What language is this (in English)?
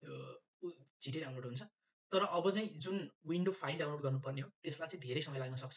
Nepali